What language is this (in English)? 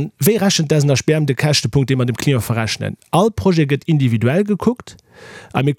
Luxembourgish